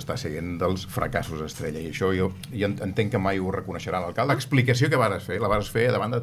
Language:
Catalan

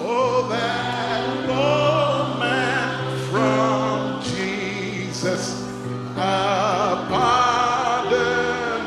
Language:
Fijian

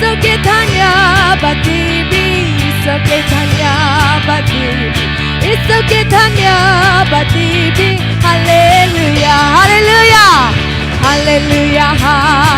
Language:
Naga Pidgin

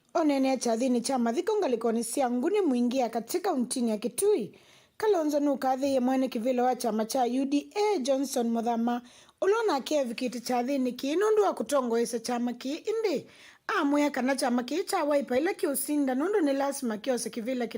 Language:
Kamba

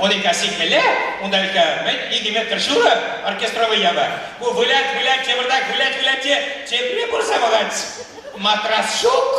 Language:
Chuvash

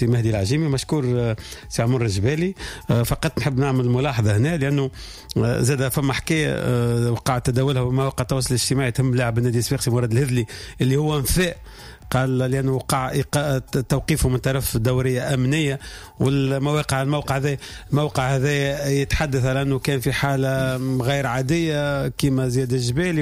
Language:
Tunisian Arabic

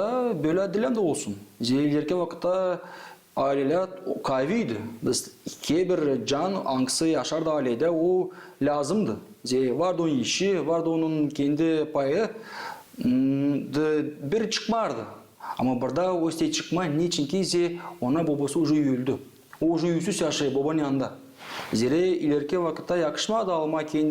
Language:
Gagauz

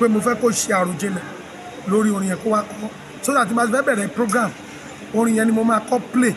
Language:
Yoruba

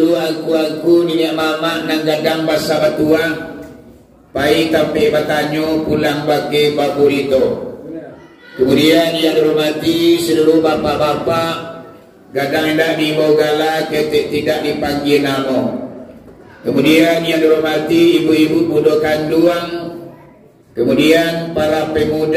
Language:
Minangkabau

